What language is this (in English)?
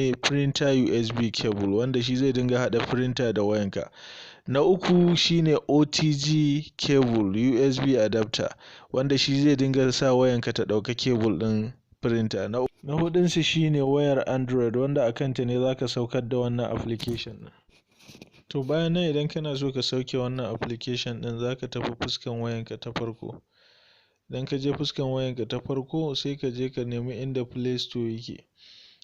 Hausa